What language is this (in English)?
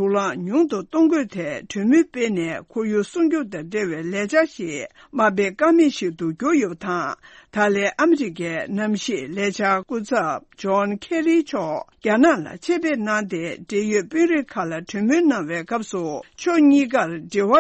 Tibetan